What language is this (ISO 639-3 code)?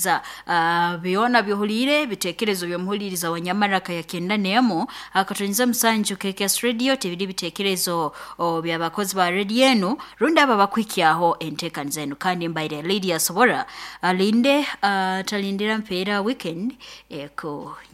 nyo